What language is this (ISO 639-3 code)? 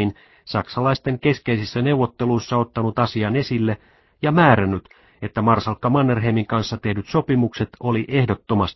fin